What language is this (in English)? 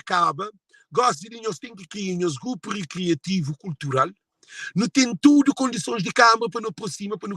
Kabuverdianu